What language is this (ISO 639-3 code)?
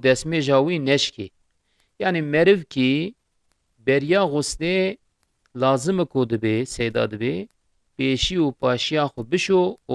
kur